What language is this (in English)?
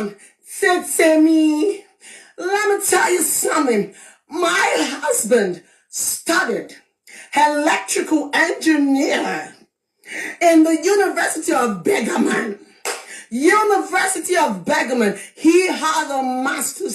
Nigerian Pidgin